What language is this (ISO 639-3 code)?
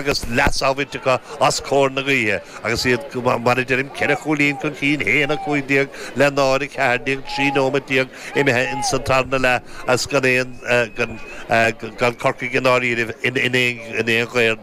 gle